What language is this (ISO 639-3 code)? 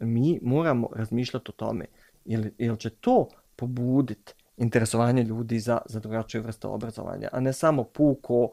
bos